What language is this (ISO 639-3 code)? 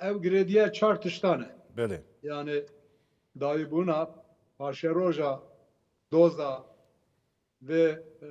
kur